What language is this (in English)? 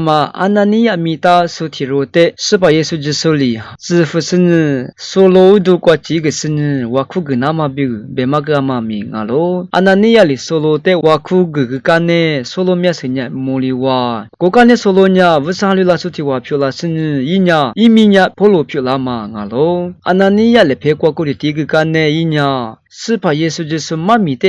Lisu